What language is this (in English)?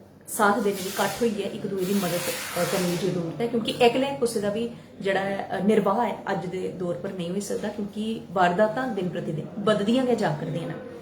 Dogri